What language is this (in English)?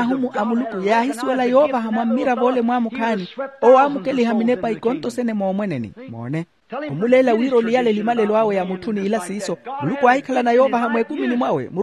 Makhuwa